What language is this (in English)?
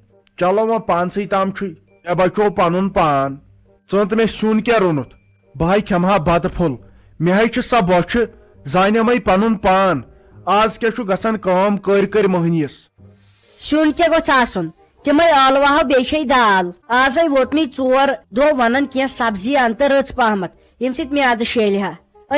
Kashmiri